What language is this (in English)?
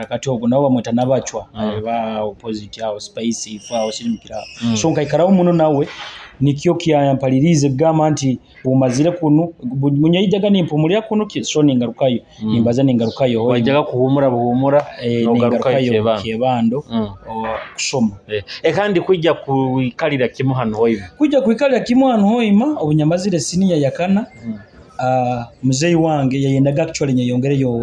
Nyoro